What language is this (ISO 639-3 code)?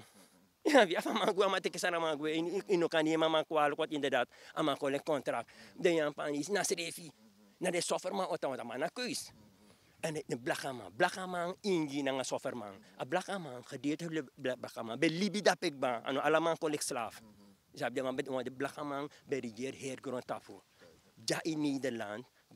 srn